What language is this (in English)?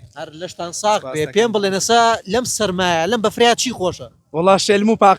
Central Kurdish